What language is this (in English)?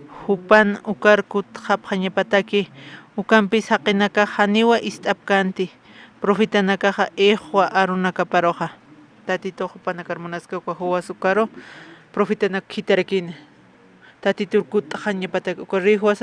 Aymara